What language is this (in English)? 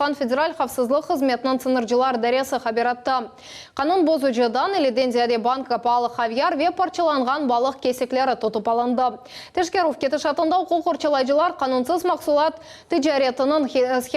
Crimean Tatar